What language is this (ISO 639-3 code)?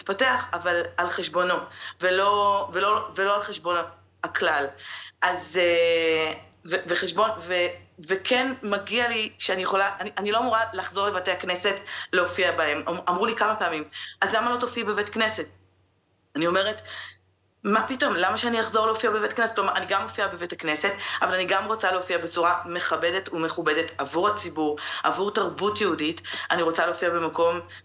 heb